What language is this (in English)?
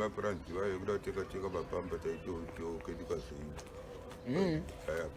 Shona